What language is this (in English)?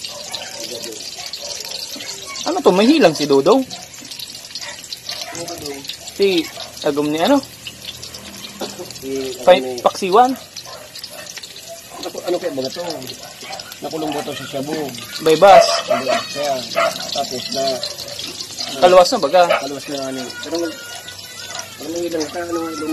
Filipino